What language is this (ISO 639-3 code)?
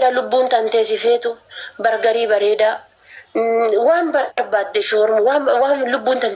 orm